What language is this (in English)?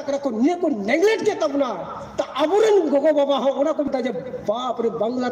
Santali